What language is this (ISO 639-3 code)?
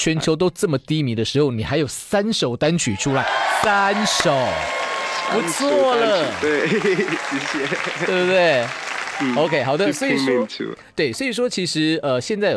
zho